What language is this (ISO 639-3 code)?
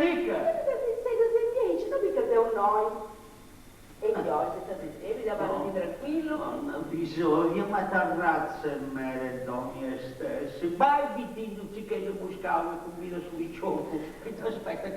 srd